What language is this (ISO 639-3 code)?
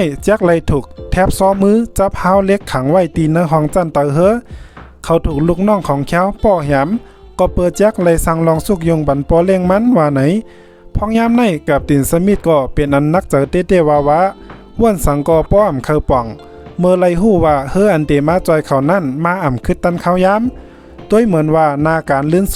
shn